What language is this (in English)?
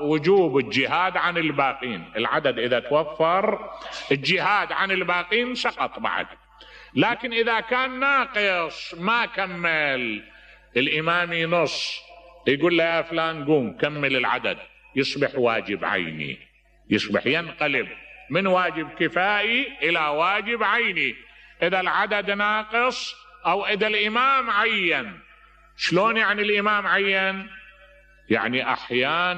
Mesopotamian Arabic